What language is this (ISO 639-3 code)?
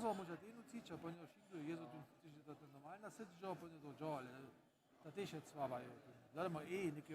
hsb